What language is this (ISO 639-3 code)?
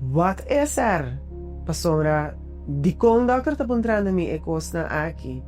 pap